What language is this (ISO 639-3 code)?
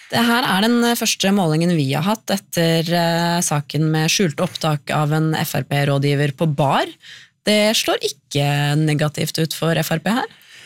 nor